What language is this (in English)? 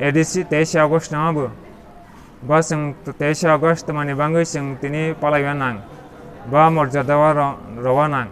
Kok Borok